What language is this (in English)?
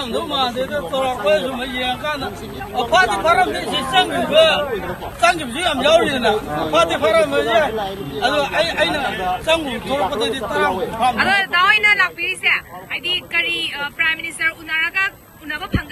Manipuri